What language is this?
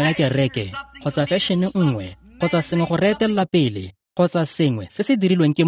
Tswana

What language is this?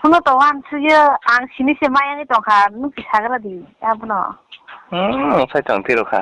Kok Borok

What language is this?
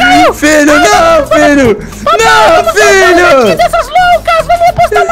Portuguese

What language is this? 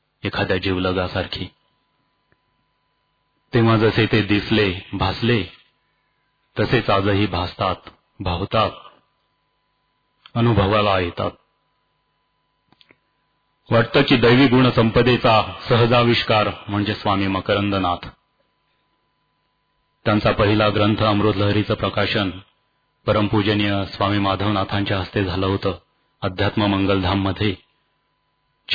Marathi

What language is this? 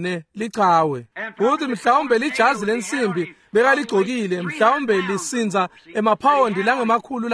Swati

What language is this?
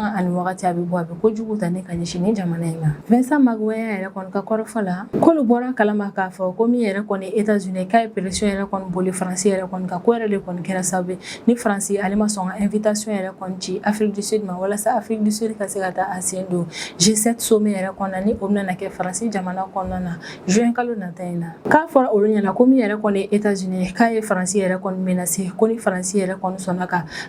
Bambara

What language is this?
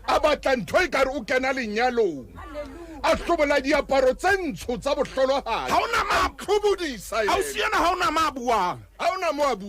Southern Sotho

